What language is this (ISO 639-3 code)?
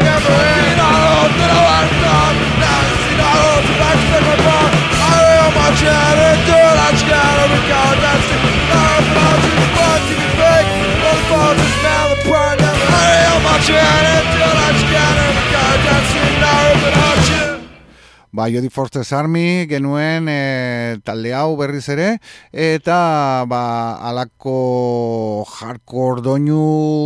eus